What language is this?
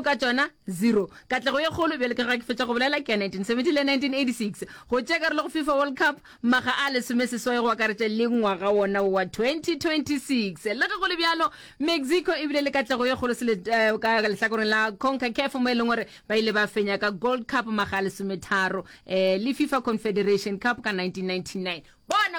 Northern Sotho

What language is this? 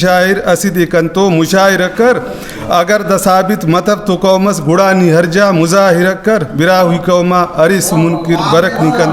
Brahui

